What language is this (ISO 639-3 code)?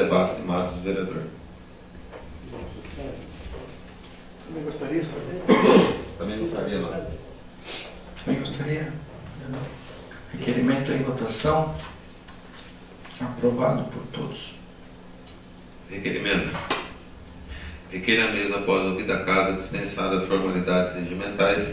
por